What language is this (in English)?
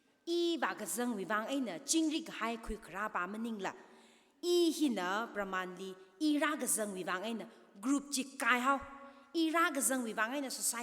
Tangkhul Naga (India)